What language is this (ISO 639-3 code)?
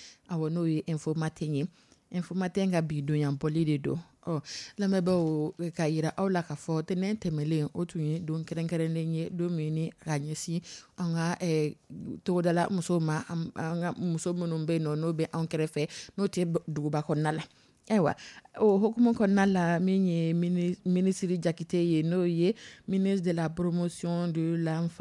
dyu